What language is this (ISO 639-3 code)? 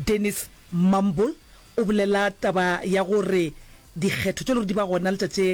nso